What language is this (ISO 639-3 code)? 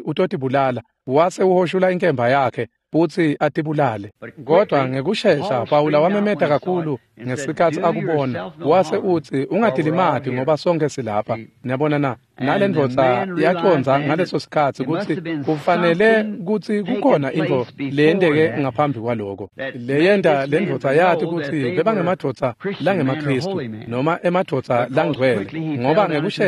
ssw